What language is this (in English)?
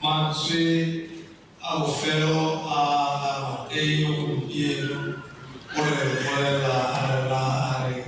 Tswana